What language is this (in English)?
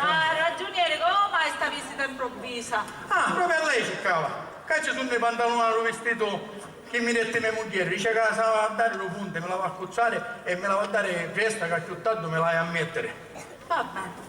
Sicilian